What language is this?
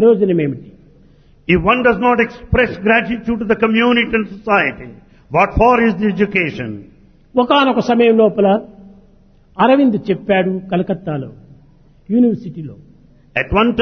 Telugu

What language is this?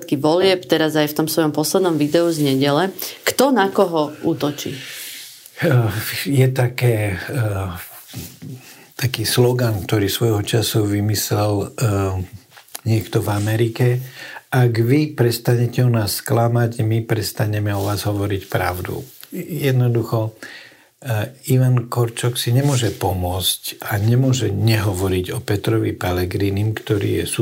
Slovak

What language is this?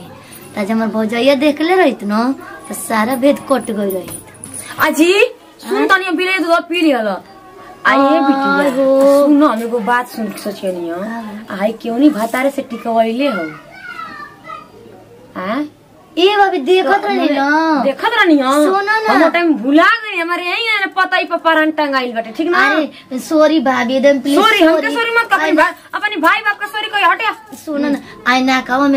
Bhojpuri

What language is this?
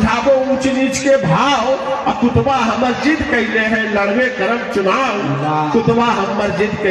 Magahi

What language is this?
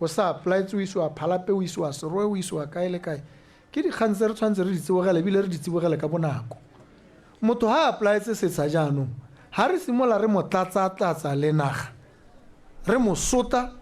Tswana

